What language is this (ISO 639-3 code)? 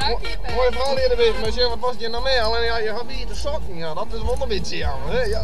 fry